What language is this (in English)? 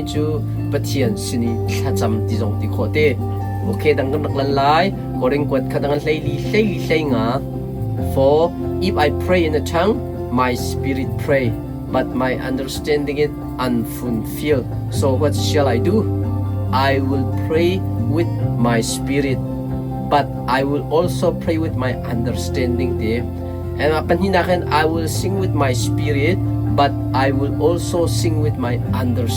Hakha Chin